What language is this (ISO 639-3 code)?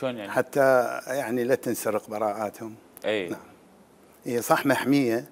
acm